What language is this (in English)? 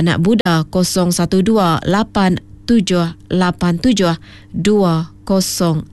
Iban